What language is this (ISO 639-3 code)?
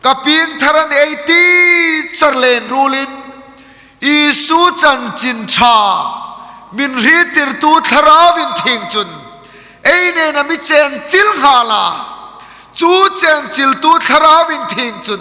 hmr